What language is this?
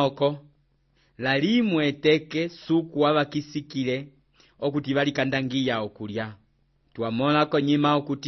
Umbundu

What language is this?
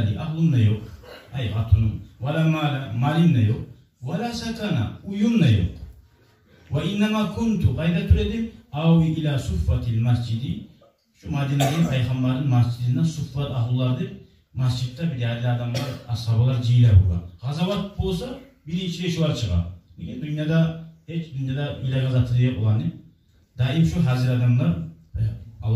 Kumyk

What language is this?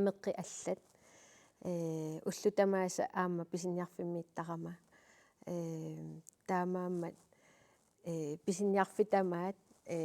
Kalaallisut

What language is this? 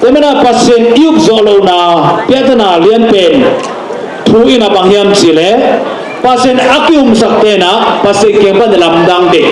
Tedim Chin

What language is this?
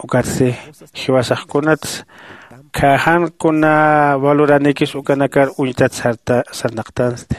Aymara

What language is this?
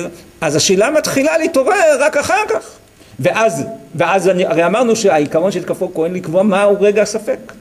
Hebrew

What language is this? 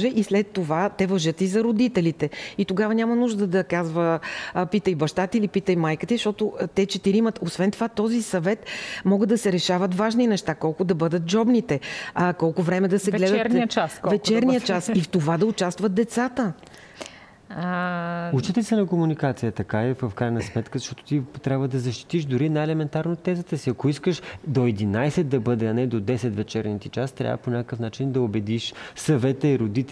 Bulgarian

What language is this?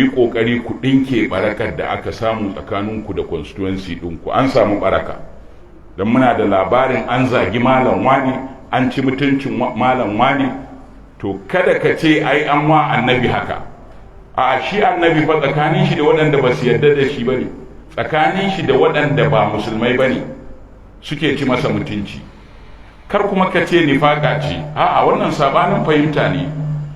Hausa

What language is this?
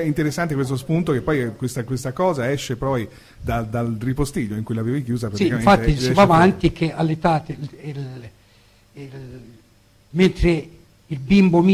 Italian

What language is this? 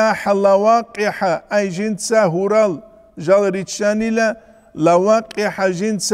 Avaric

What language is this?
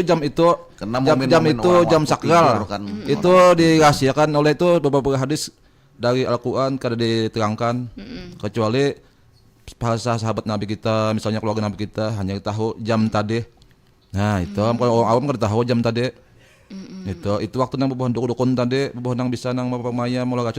Banjar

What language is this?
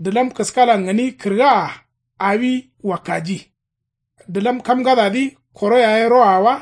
Kanuri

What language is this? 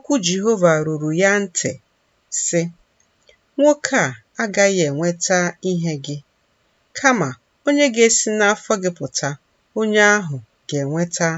Igbo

